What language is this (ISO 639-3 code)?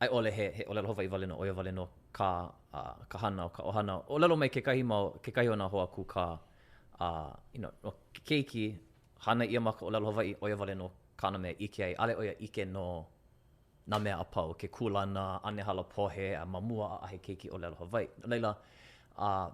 haw